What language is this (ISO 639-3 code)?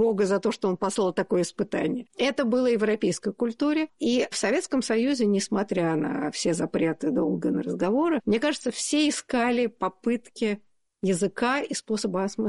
rus